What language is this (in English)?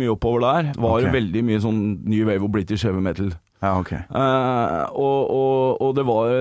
Norwegian